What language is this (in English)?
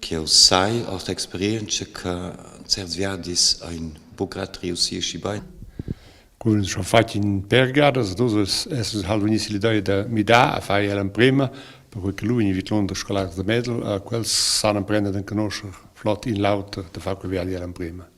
Romansh